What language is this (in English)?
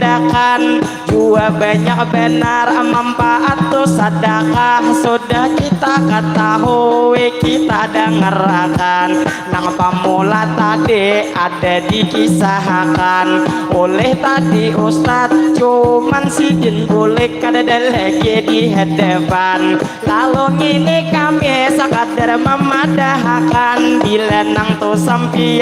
Banjar